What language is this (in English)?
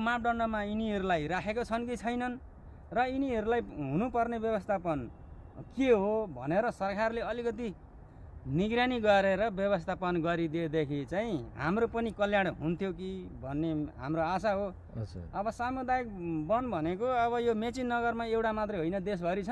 Nepali